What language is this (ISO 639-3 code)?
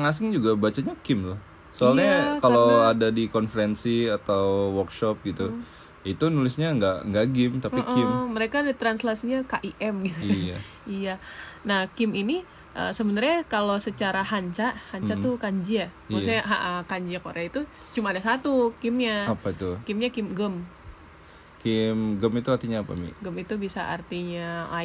ind